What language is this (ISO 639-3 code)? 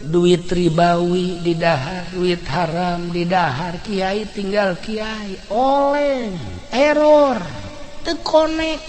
sun